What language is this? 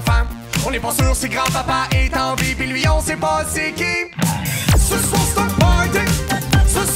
French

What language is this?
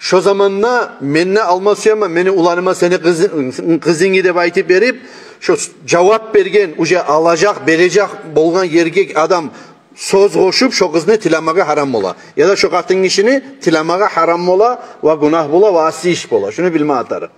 Kumyk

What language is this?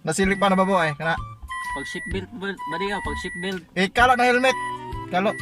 Cebuano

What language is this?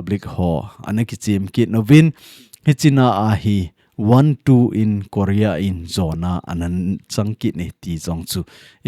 Thado Chin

